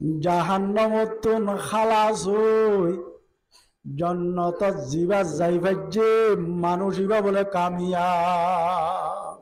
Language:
Rohingya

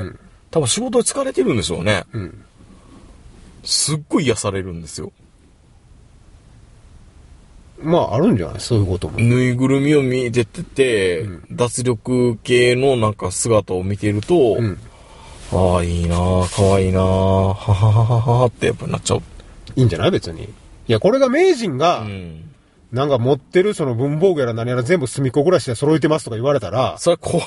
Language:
Japanese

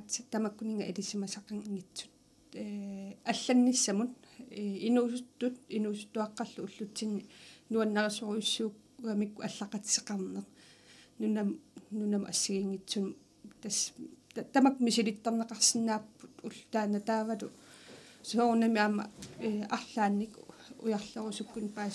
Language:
Kalaallisut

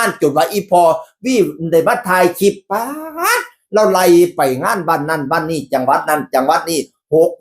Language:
Northeastern Thai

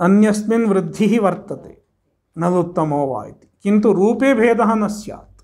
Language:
Sanskrit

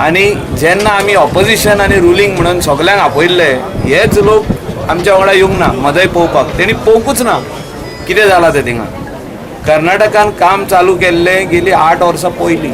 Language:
Konkani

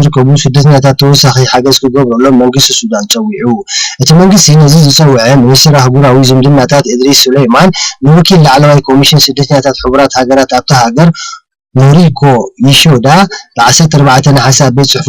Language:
Tigrinya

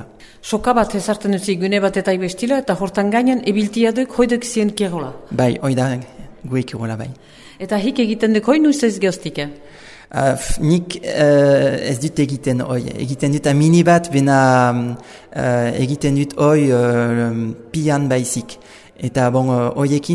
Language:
Basque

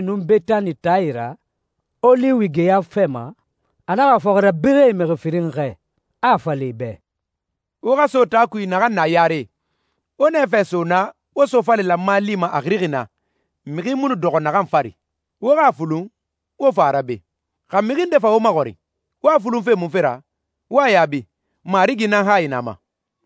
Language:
Susu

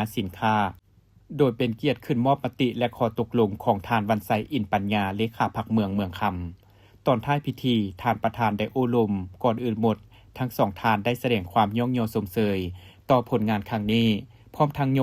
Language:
Lao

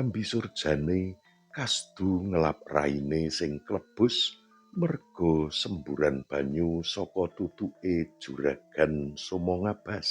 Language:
Javanese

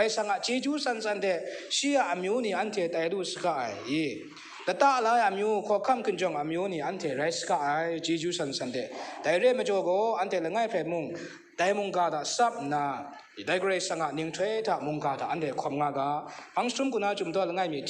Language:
Kachin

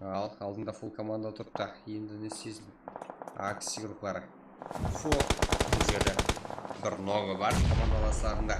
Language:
Kara-Kalpak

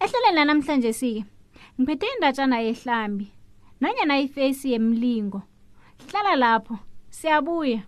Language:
South Ndebele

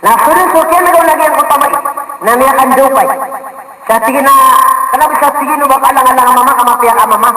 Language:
Maranao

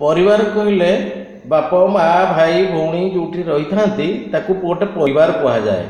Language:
Odia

